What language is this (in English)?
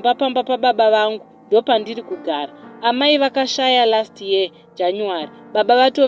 Shona